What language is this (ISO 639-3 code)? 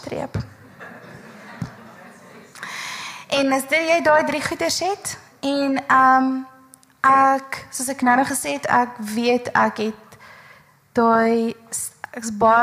afr